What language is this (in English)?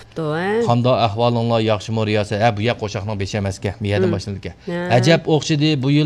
Uyghur